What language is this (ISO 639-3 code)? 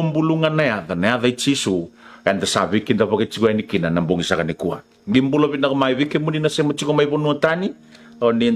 fij